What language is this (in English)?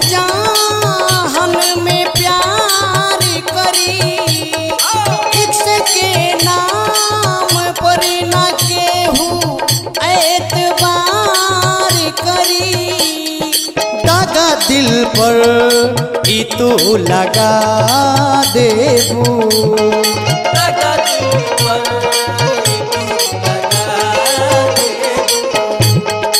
Bhojpuri